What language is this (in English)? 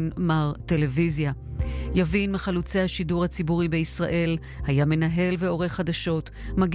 Hebrew